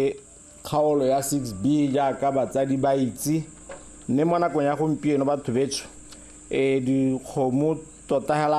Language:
Tswana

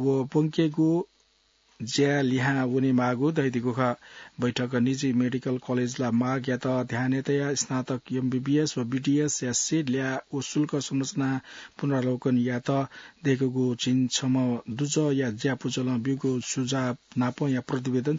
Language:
Newari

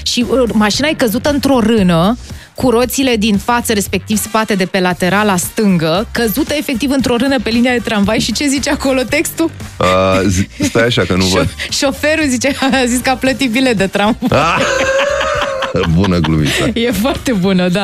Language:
Romanian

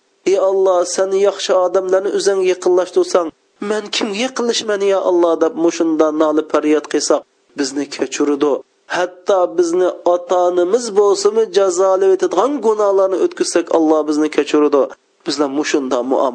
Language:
Uyghur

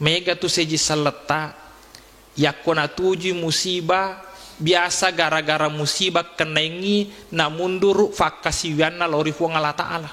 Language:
Buginese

